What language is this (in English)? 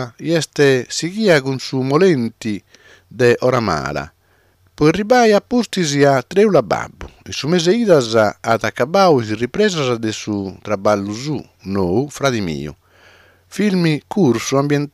Sardinian